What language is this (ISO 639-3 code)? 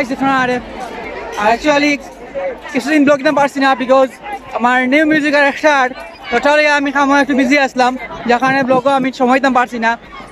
syl